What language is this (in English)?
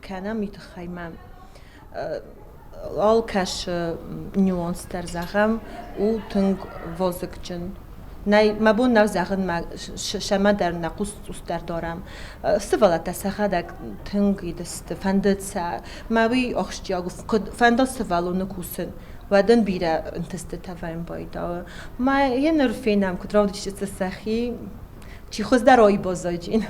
Ossetic